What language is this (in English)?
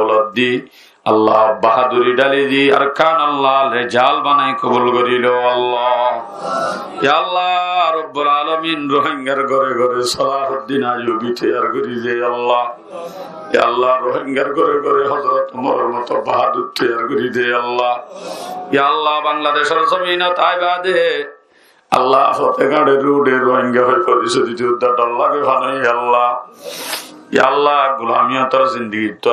Rohingya